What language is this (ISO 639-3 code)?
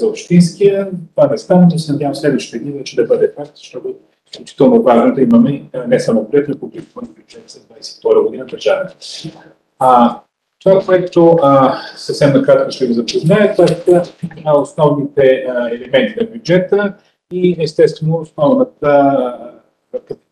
bul